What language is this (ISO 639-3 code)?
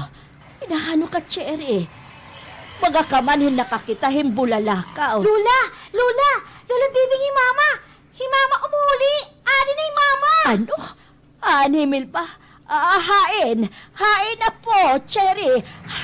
war